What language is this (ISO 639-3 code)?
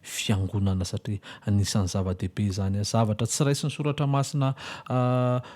mlg